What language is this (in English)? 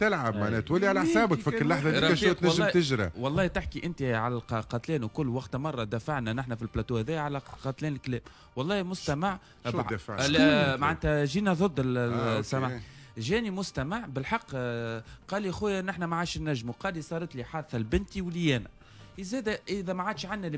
Tunisian Arabic